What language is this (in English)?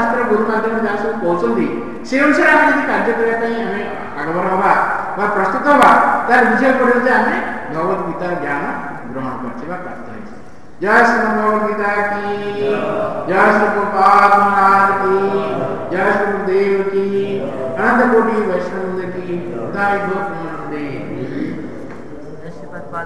Odia